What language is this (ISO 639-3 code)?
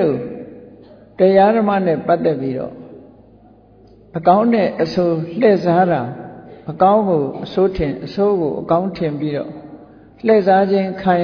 mya